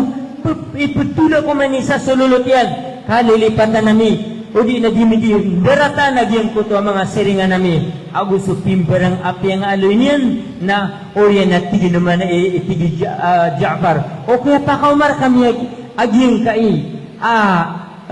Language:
Maranao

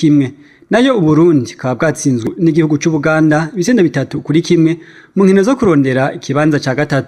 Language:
Rundi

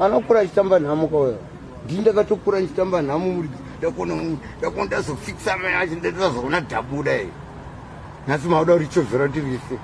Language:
Shona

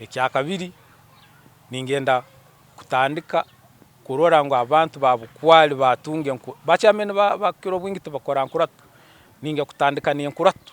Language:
Nyankole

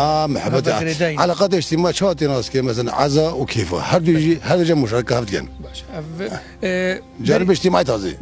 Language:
Kurdish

